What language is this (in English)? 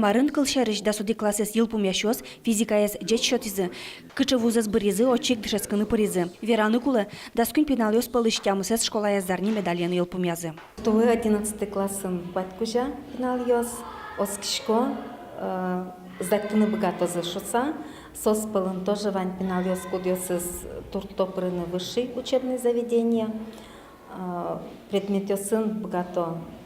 Udmurt